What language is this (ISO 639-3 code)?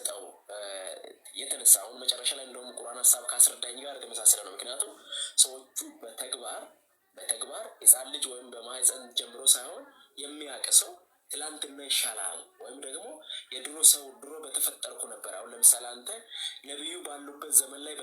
amh